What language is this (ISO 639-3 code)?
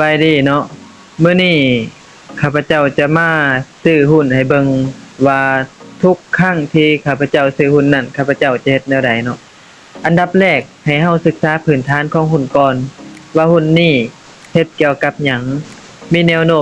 lao